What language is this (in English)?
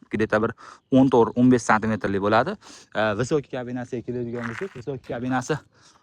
Uzbek